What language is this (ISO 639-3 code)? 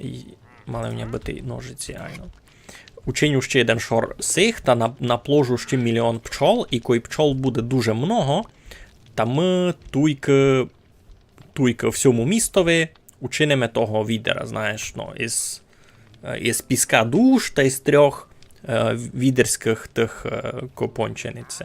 rue